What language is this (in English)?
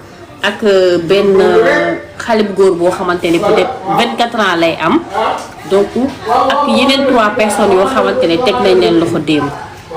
Wolof